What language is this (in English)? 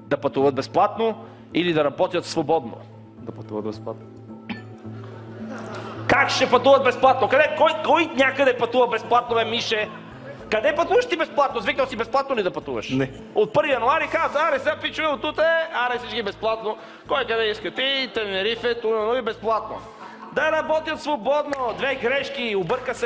Bulgarian